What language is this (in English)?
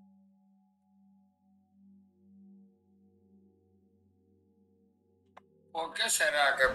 Spanish